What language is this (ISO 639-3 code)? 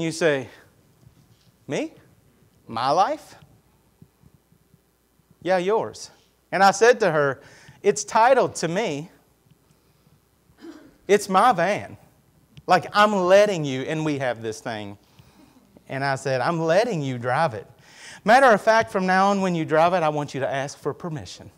eng